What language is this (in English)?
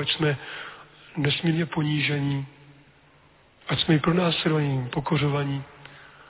Czech